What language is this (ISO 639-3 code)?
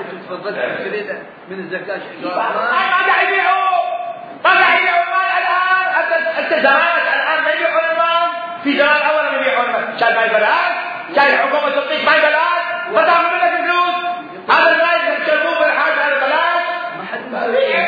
acm